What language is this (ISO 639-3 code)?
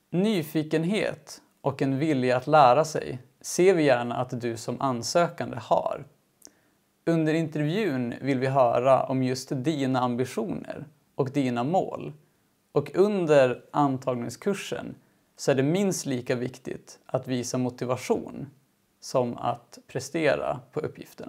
swe